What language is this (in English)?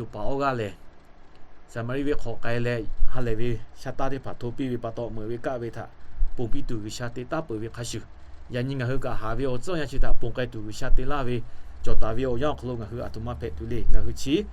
Lahu